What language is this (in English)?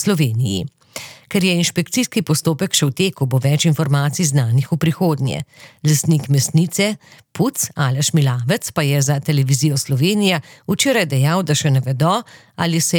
Slovenian